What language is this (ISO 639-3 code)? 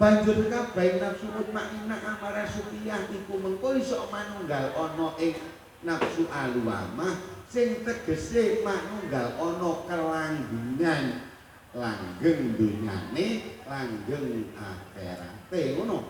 jav